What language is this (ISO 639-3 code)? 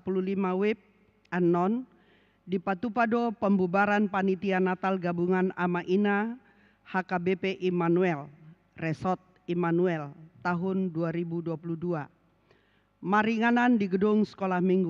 bbc